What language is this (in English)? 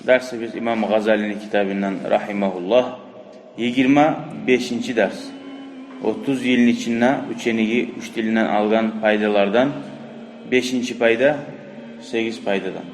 Kumyk